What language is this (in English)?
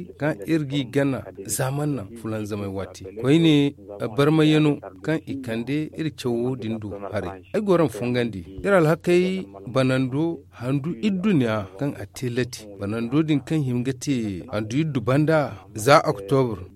Zarma